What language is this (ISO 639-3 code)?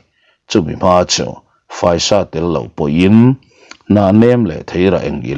lus